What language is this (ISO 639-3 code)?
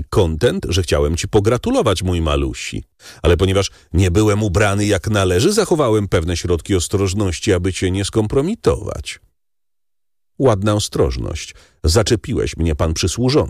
pol